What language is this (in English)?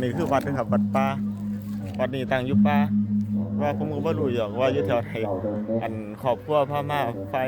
Northeastern Thai